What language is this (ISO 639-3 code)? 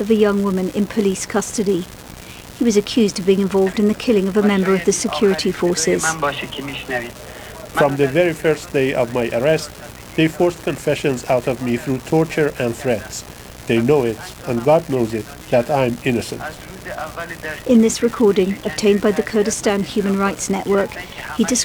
eng